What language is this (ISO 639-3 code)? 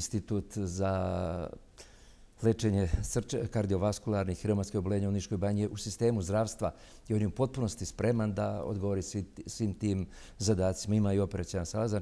srp